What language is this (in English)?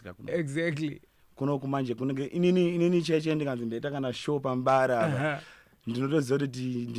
Shona